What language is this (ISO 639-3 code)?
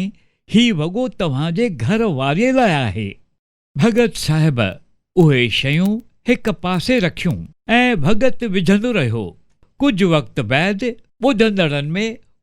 snd